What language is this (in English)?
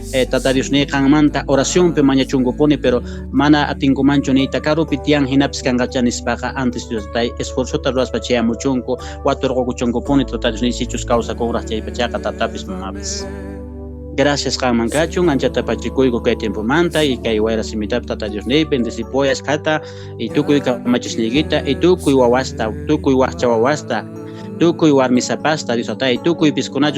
Quechua